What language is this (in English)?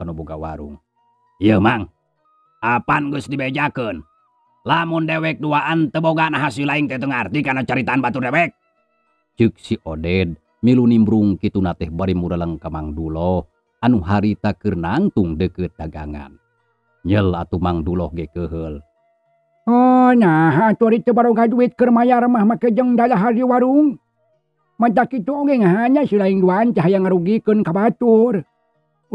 Sundanese